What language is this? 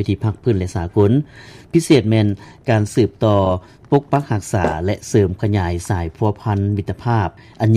Lao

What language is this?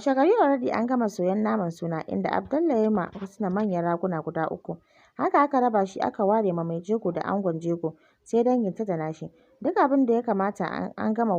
Hausa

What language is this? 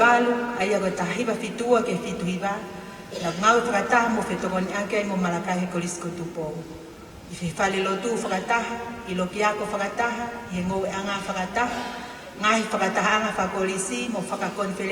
Tongan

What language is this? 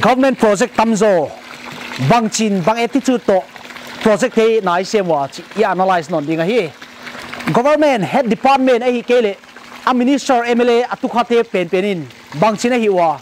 Paite Chin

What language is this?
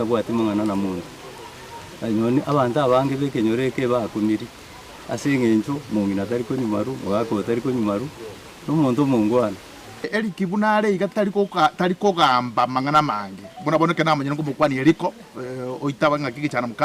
Gusii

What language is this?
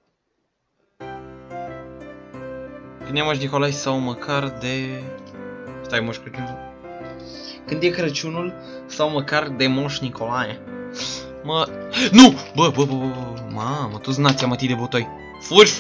Romanian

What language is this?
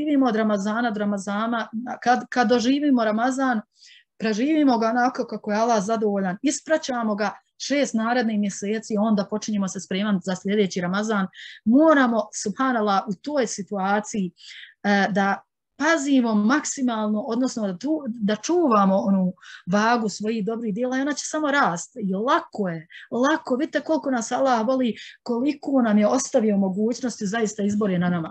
Bosnian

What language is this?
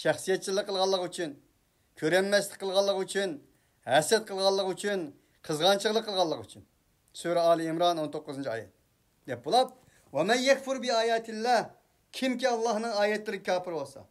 Uyghur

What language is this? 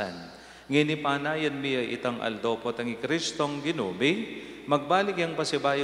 Pampanga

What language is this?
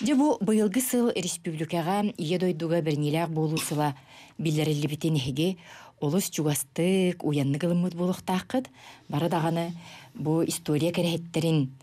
Yakut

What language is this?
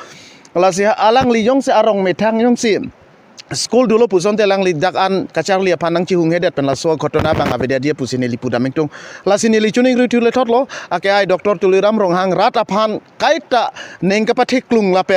Karbi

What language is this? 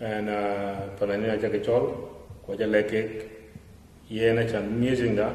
Dinka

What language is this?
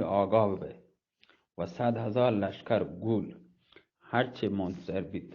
Eastern Balochi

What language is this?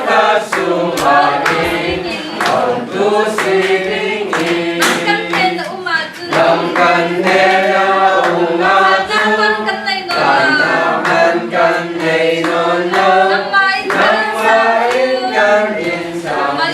Falam Chin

